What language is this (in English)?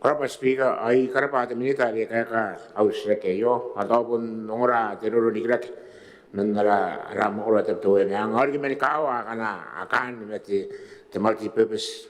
Gilbertese